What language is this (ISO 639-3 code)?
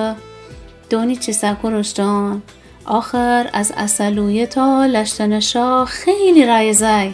glk